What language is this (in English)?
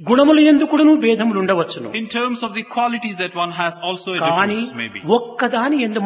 Telugu